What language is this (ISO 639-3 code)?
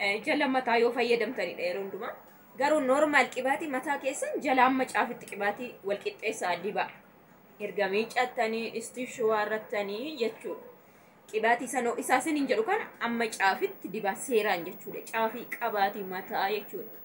orm